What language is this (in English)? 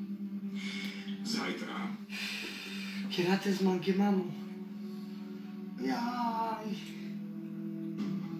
Slovak